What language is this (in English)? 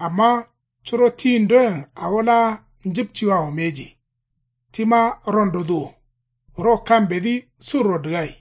Kanuri